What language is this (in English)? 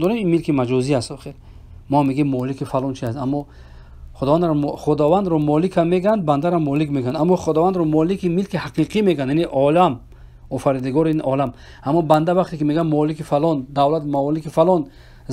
Persian